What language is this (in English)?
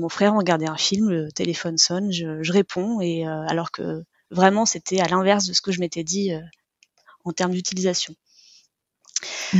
French